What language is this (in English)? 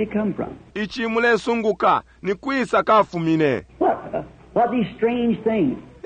Bemba